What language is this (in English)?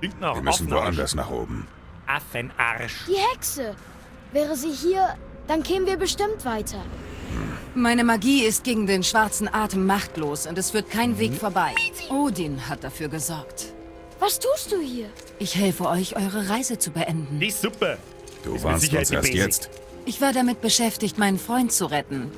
Bavarian